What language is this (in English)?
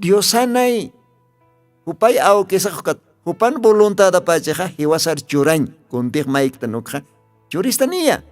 Aymara